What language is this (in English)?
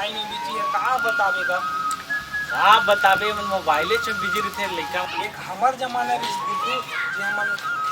Chhattisgarhi